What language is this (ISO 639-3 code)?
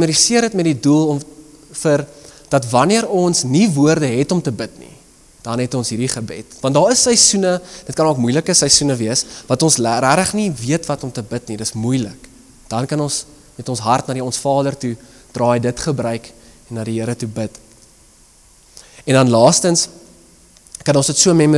afr